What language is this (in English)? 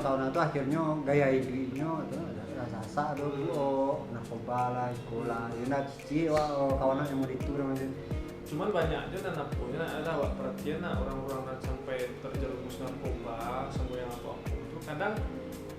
Minangkabau